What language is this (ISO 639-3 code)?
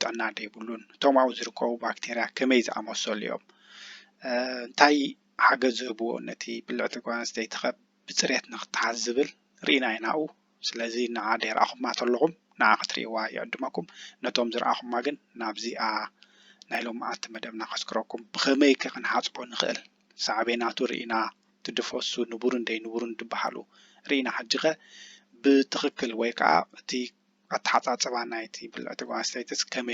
tir